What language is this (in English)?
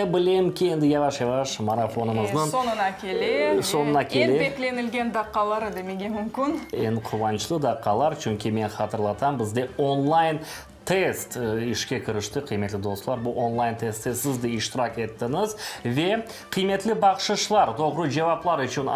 Crimean Tatar